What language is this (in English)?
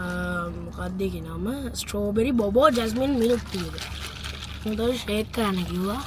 Sinhala